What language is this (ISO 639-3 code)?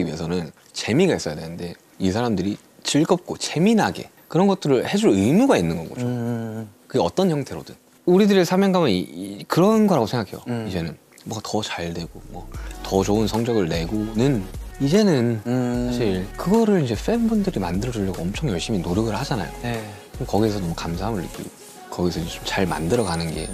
kor